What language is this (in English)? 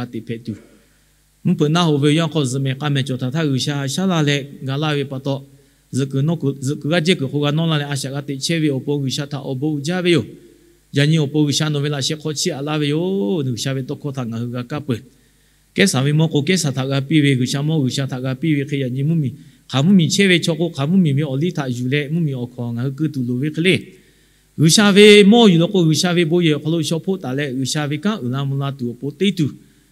Lahu